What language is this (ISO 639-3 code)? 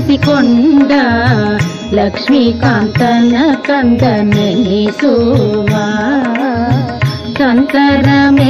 kan